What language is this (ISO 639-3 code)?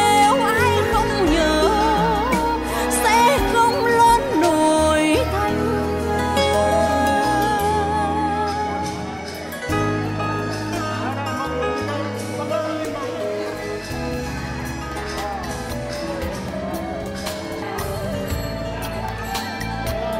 vie